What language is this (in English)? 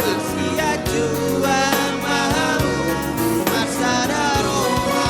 Batak Toba